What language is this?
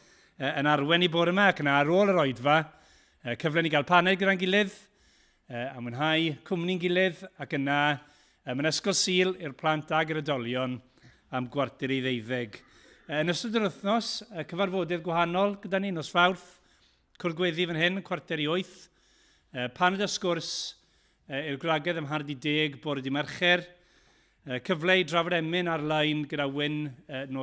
Welsh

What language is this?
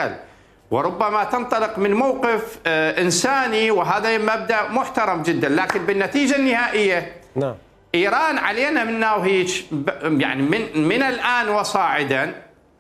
Mesopotamian Arabic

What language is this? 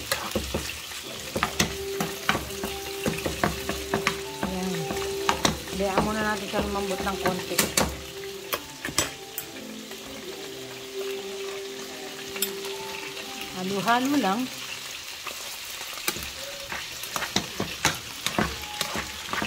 Filipino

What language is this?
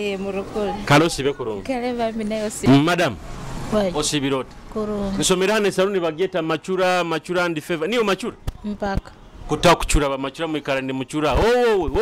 Nyoro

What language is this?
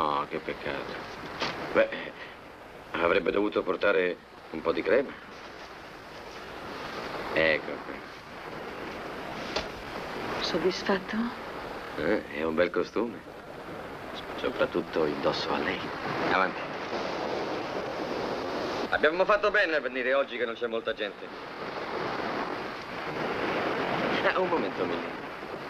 Italian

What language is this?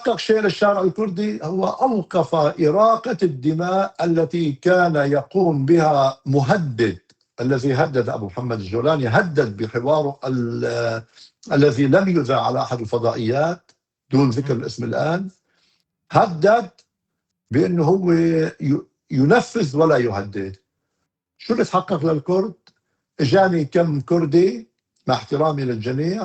North Levantine Arabic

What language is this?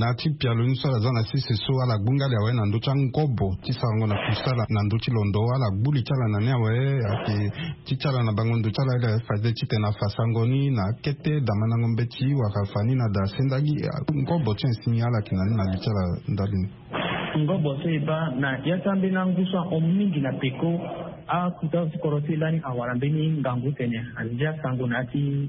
Sango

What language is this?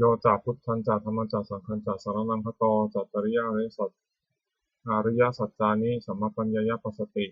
Pali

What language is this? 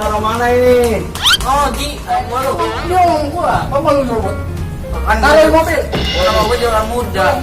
Betawi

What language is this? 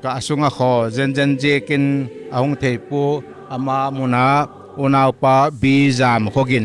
Paite Chin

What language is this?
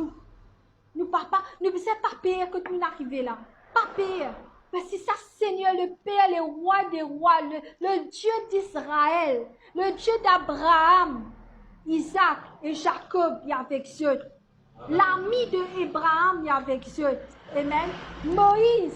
Morisyen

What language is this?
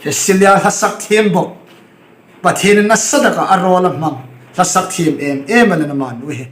Hmar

